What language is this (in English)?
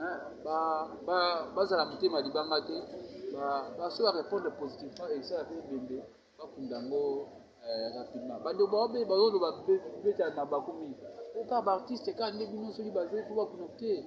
Lingala